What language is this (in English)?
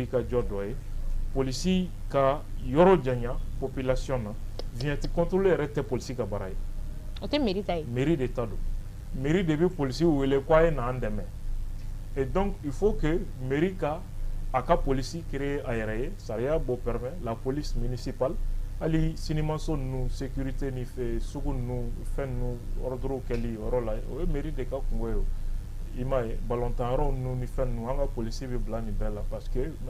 Bambara